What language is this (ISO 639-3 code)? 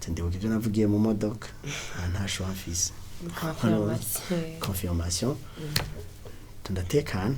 run